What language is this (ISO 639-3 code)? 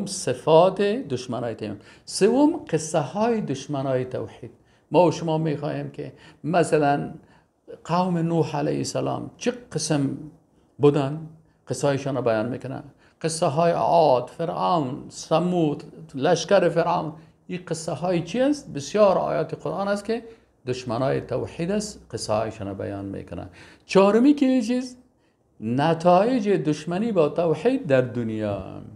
fas